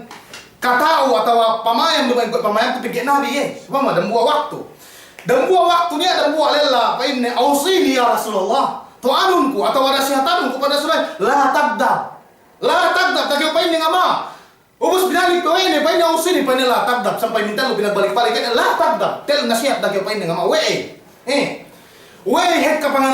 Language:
Yakan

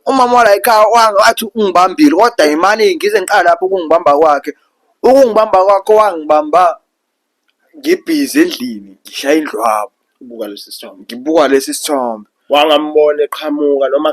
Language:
Zulu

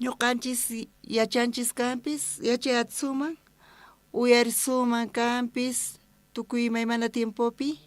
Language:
South Bolivian Quechua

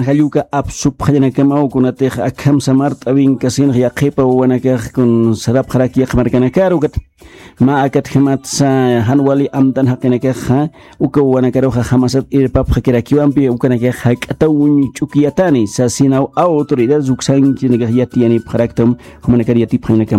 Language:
Aymara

